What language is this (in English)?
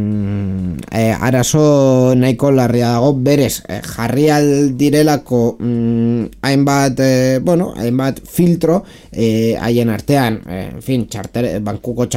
Basque